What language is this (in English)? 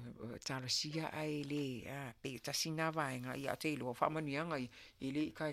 Samoan